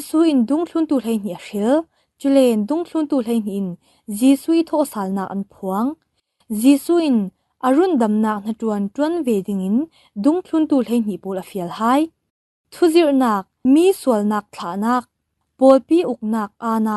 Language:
Falam Chin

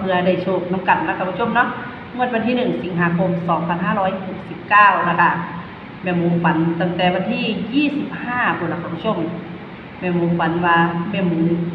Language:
Northeastern Thai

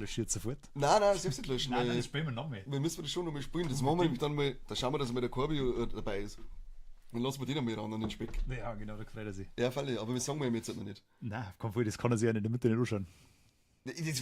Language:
Bavarian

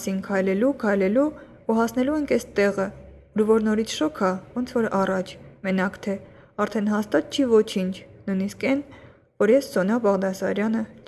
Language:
Armenian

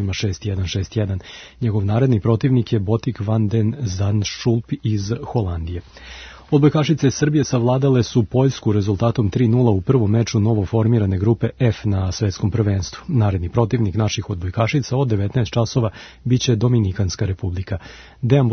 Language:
Serbian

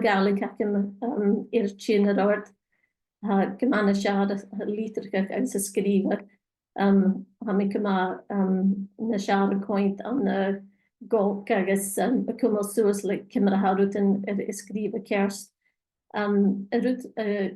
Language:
Scottish Gaelic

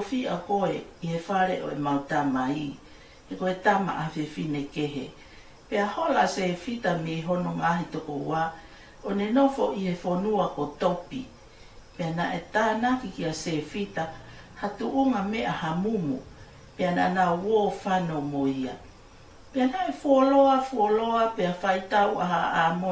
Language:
Tongan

